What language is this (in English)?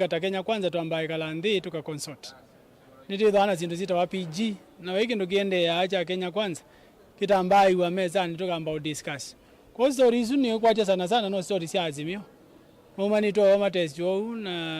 Kamba